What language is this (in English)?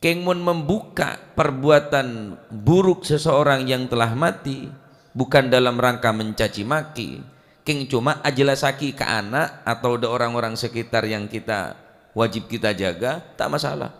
Madurese